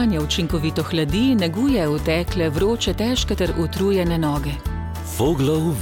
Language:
Slovenian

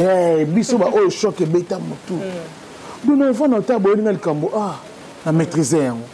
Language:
Lingala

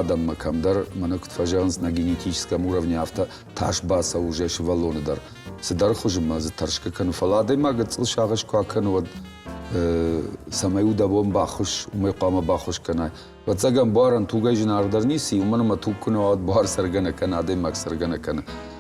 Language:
Ossetic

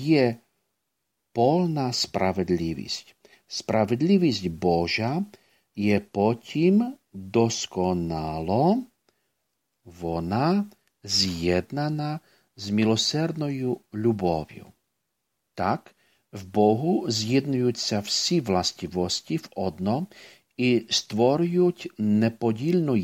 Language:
Ukrainian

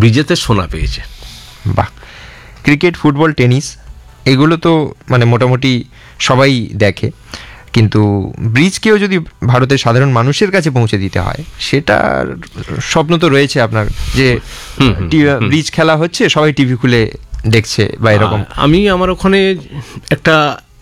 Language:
Bangla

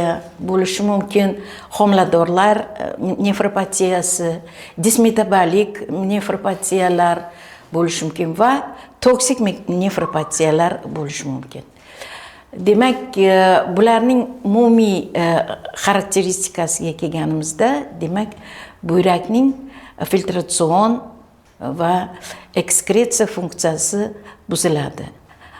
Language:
Uzbek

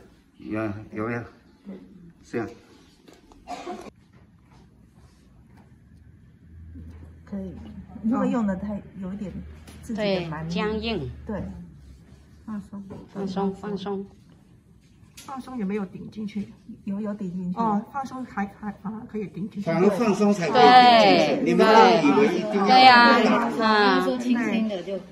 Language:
Chinese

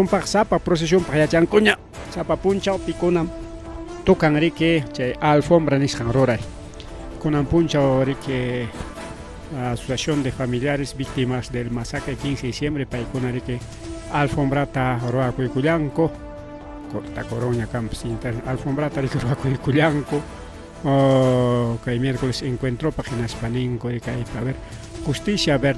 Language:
Ayacucho Quechua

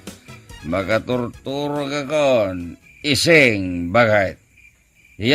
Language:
Iloko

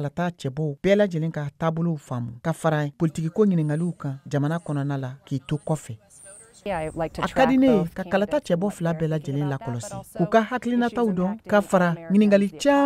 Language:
Bambara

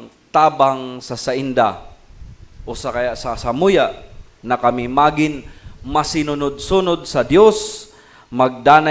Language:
Bikol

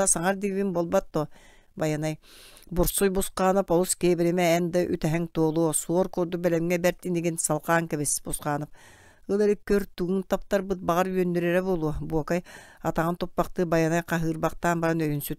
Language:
Yakut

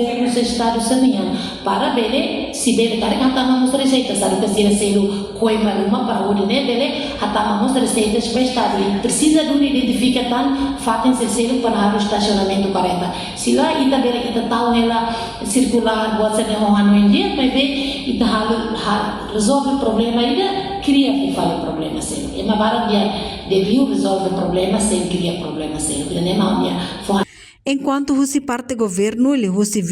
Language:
Tetum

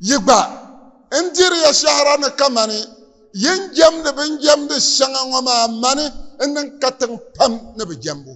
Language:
Dagbani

